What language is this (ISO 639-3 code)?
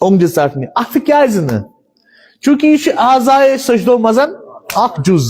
kas